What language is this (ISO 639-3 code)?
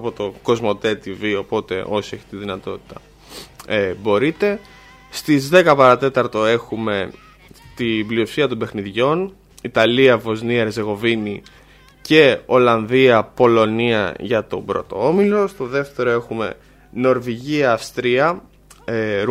ell